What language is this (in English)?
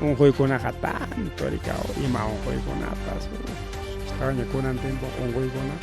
Ayacucho Quechua